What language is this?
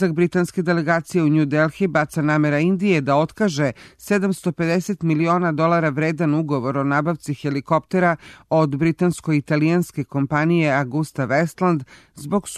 Serbian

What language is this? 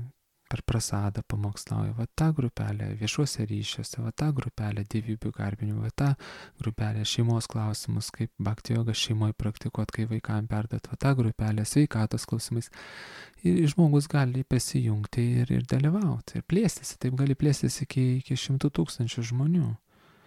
Lithuanian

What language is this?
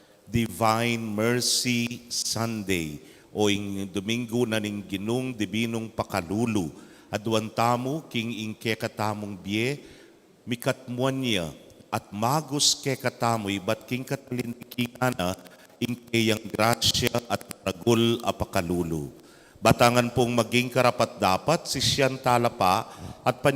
Pampanga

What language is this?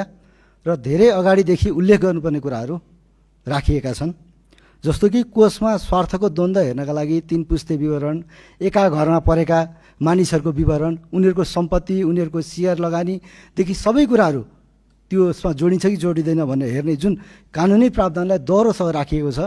Nepali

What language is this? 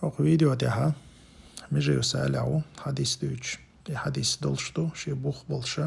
Chechen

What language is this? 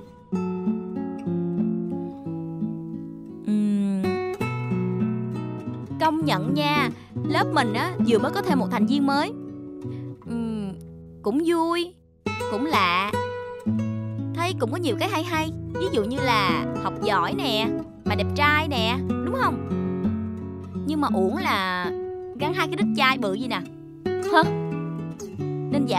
Vietnamese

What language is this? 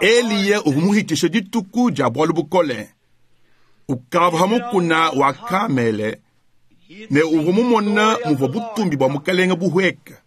Luba-Lulua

